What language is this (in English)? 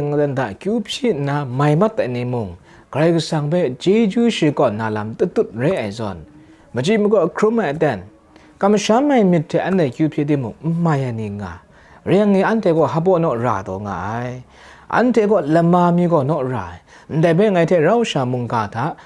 Kachin